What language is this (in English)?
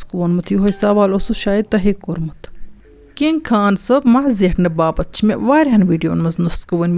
Kashmiri